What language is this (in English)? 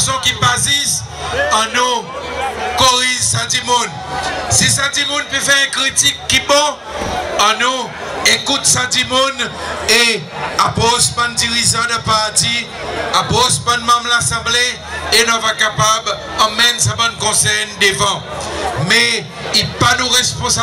Seselwa Creole French